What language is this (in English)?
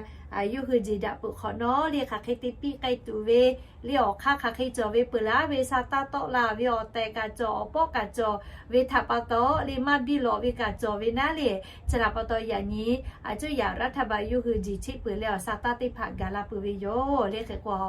Lahu